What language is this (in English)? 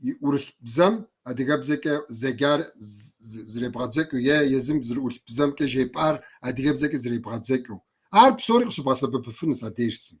Kabardian